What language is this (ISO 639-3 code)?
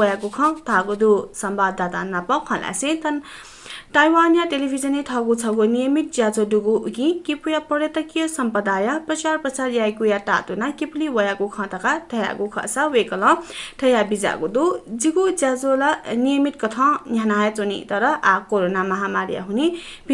new